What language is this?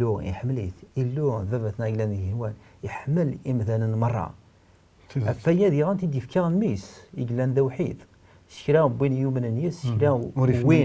Kabyle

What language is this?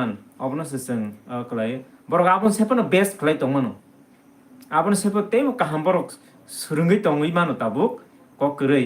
Kok Borok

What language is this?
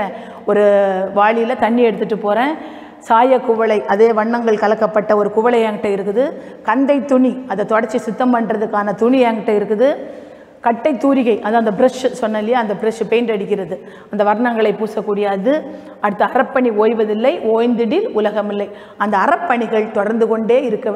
Tamil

